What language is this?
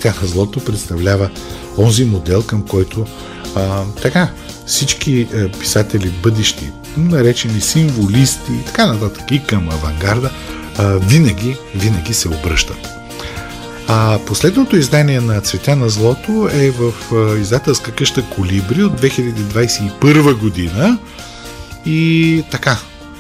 Bulgarian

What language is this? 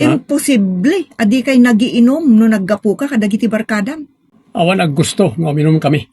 Iloko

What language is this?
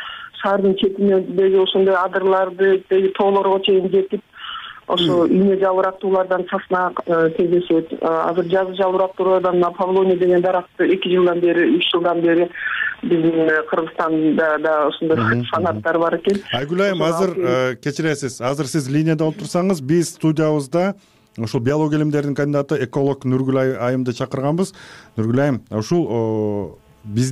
Kyrgyz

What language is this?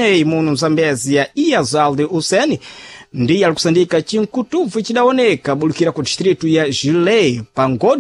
Sena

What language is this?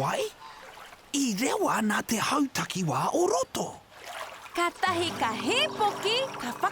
Māori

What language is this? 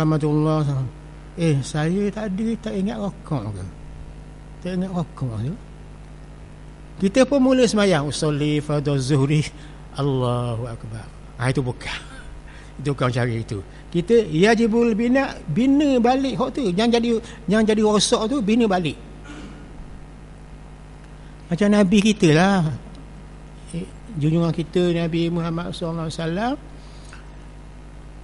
Malay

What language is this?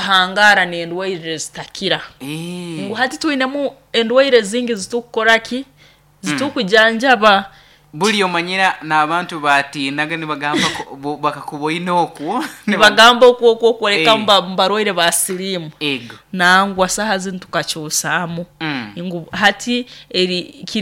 Nyoro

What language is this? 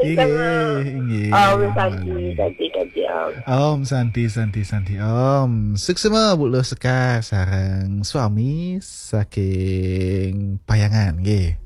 Balinese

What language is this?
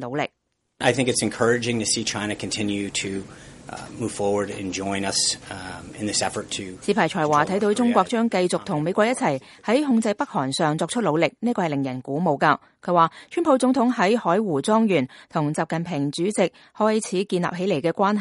Cantonese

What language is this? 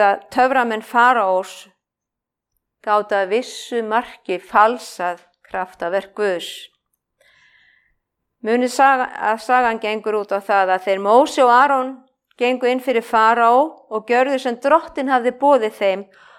Icelandic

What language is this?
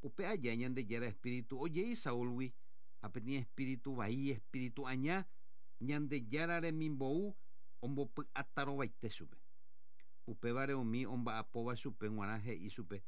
Guarani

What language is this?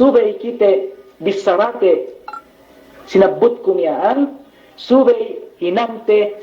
Yakan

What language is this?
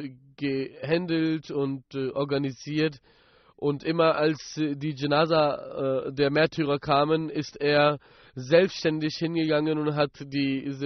German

